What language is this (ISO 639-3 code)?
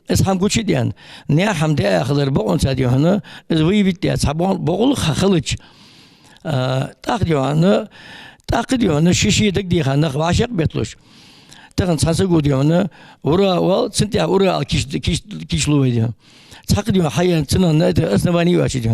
inh